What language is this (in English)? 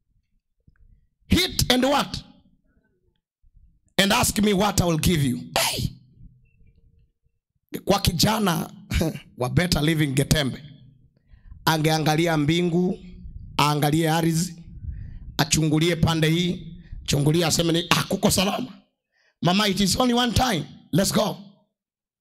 Swahili